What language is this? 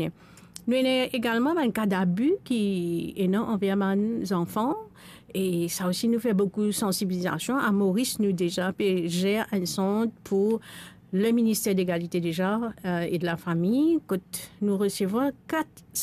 Morisyen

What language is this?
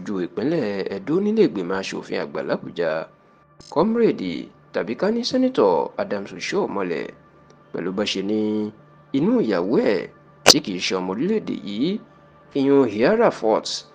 Yoruba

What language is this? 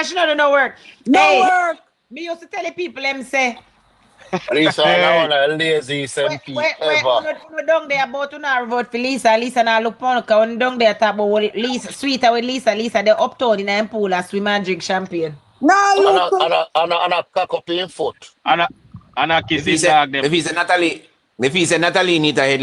Jamaican Creole English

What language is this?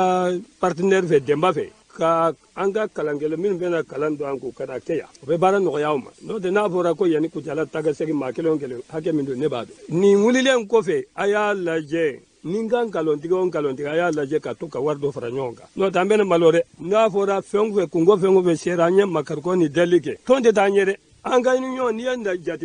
Bambara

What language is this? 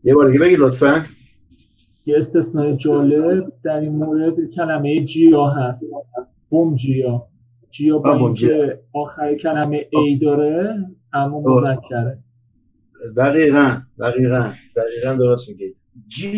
Persian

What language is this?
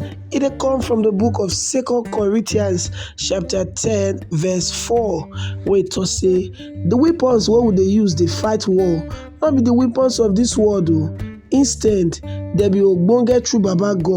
Nigerian Pidgin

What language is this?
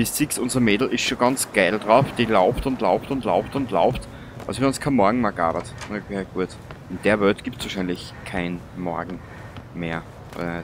Bavarian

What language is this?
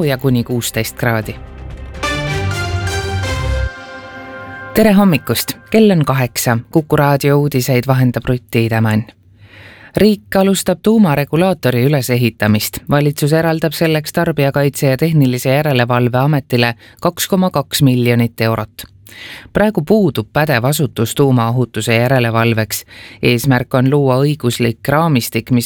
Estonian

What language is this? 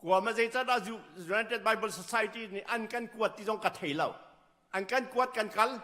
Hakha Chin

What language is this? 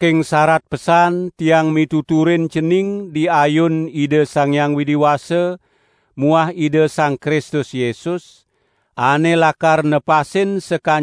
Balinese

